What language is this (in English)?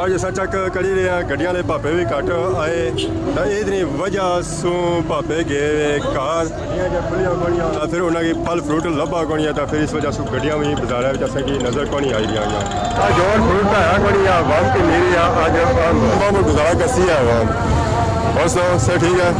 Pahari-Potwari